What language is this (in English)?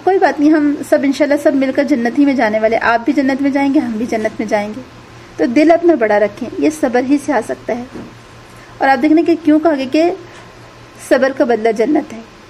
Urdu